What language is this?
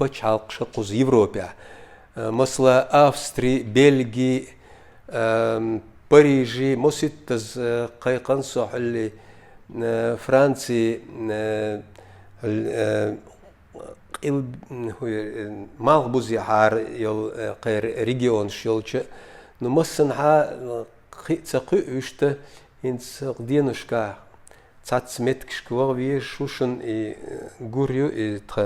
Chechen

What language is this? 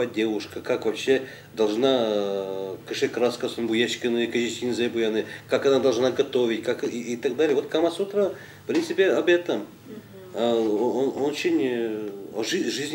Udmurt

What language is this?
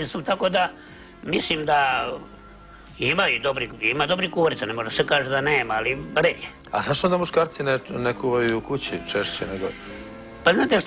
Serbian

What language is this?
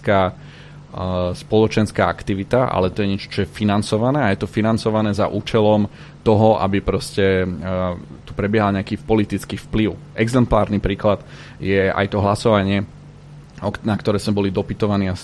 Slovak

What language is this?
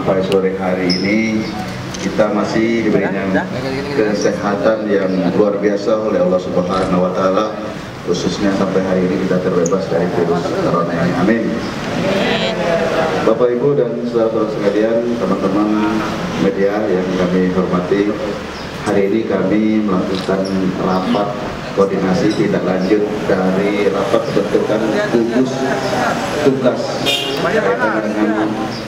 Indonesian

